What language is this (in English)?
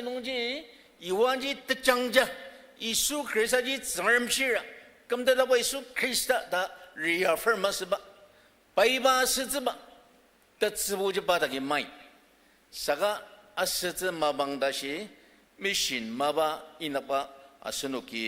Ao Naga